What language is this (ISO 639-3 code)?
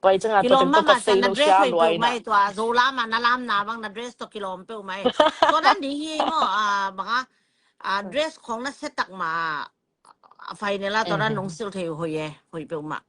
ctd